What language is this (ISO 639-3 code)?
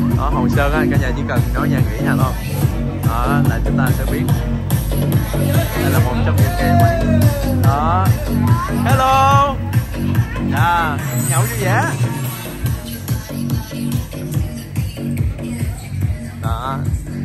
vie